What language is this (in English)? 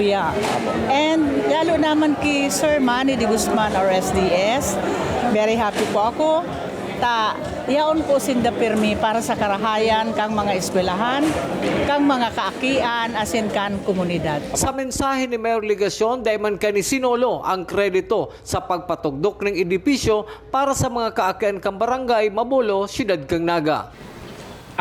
Bikol